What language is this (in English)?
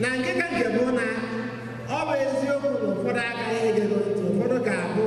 Igbo